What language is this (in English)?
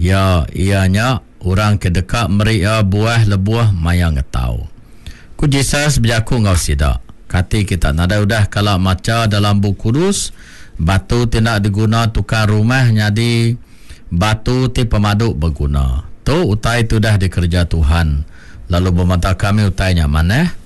Iban